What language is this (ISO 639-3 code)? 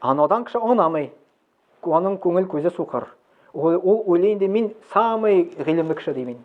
tat